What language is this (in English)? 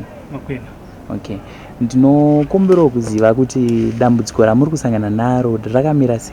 Shona